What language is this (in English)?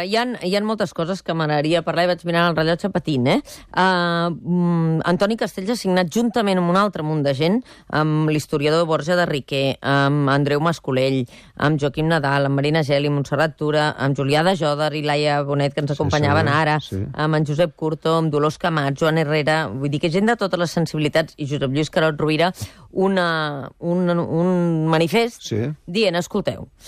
Catalan